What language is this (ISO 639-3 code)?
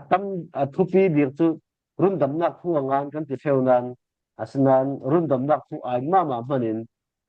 cfm